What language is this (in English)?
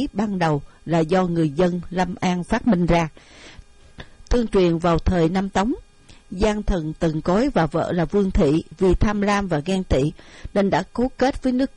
Vietnamese